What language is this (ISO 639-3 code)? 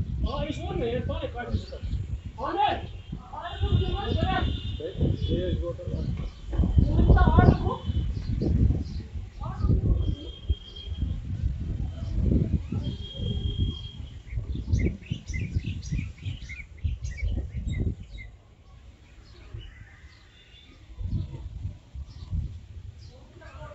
spa